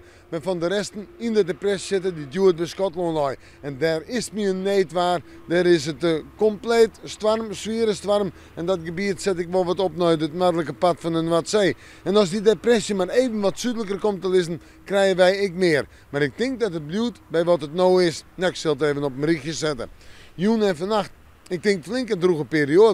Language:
Western Frisian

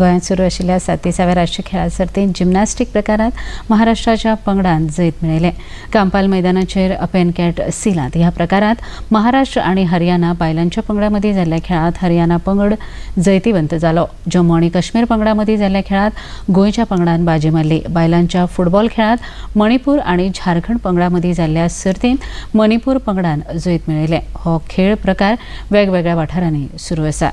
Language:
Konkani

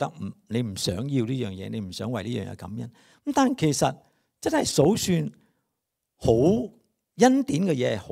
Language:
Cantonese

